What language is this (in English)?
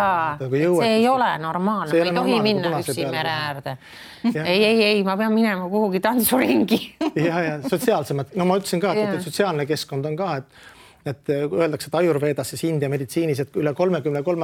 Estonian